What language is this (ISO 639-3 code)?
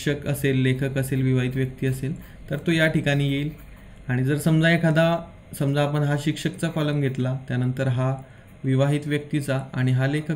mar